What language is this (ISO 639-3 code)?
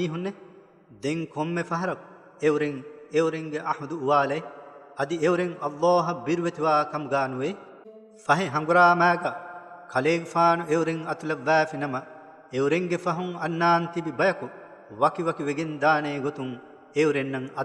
div